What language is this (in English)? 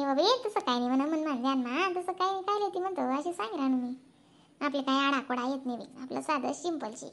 Khandesi